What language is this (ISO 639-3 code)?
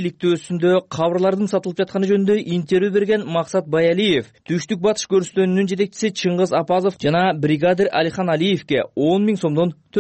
kir